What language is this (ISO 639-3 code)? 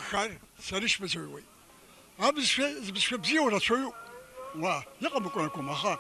abk